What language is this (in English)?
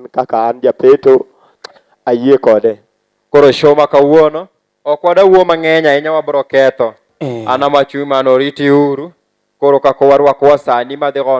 Luo (Kenya and Tanzania)